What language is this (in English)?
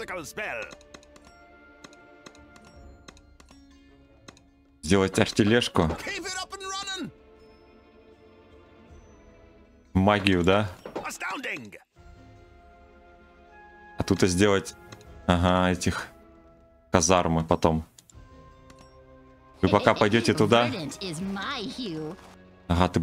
Russian